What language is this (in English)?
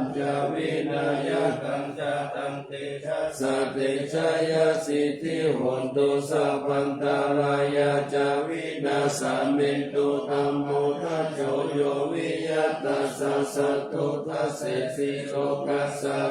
Pali